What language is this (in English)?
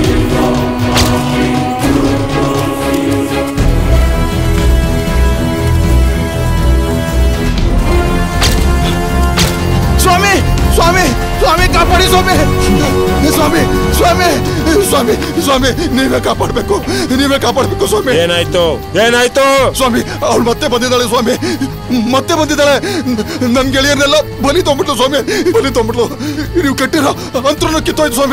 Kannada